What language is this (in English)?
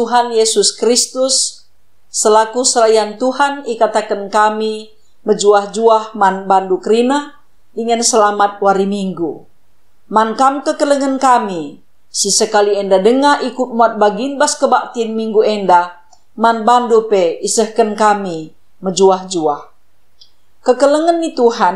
Batak Karo